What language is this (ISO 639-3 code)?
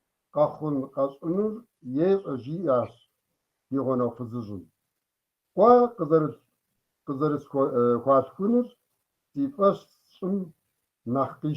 kbd